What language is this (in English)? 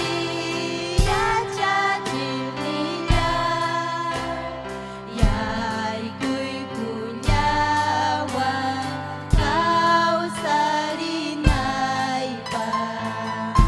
Ayacucho Quechua